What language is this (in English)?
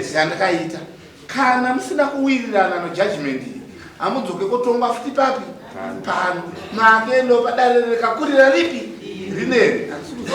Shona